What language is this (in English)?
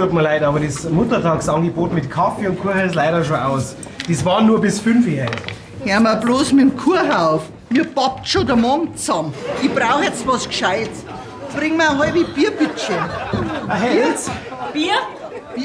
Bavarian